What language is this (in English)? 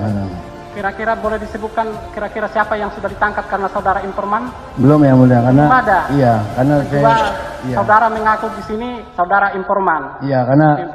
Indonesian